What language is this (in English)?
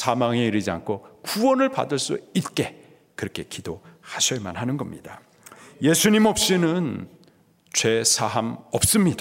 Korean